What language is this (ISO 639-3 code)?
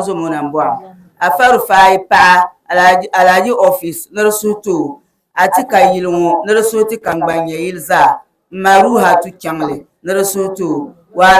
dag